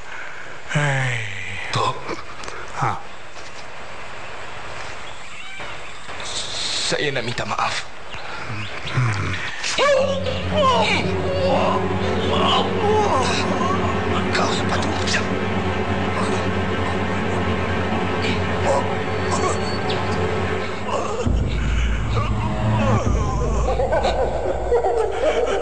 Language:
Malay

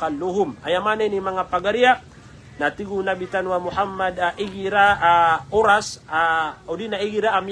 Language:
Maranao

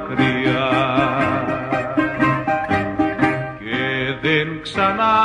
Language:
Greek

